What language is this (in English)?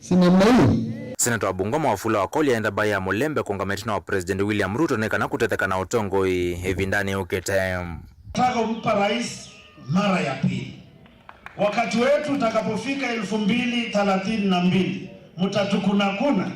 Kamba